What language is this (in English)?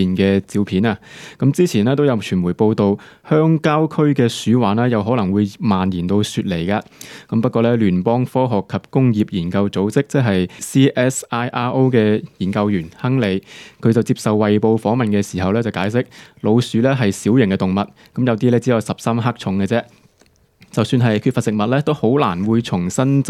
Cantonese